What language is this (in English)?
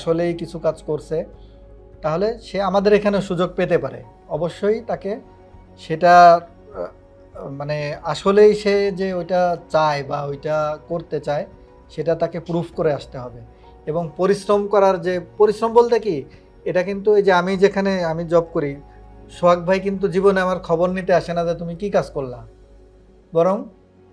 Bangla